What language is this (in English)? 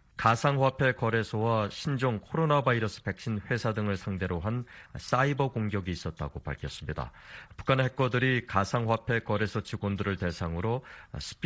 Korean